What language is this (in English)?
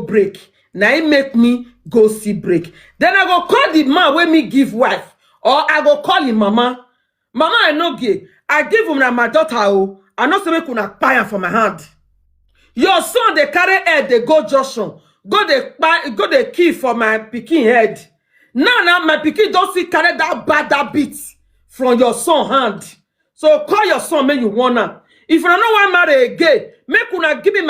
Nigerian Pidgin